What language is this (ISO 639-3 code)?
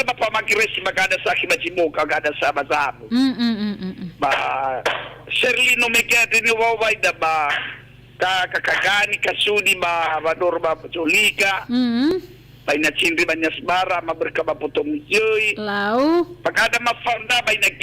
nia